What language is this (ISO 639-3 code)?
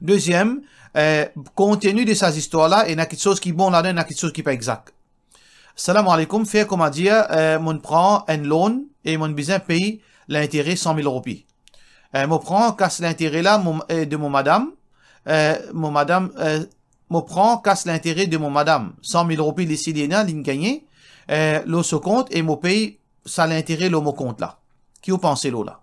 mfe